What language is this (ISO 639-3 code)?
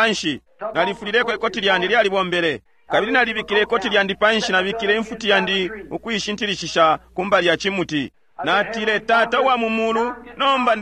bem